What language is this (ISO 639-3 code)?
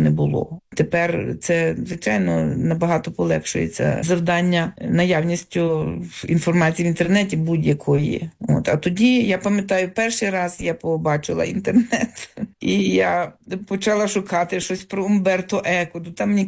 ukr